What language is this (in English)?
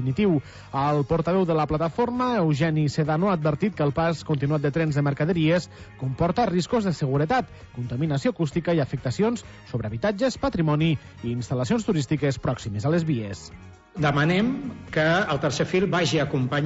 Catalan